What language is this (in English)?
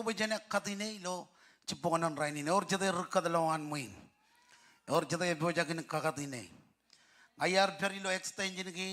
Marshallese